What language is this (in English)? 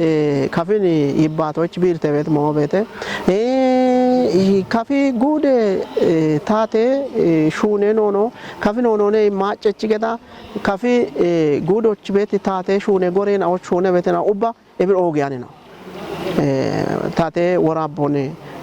Kafa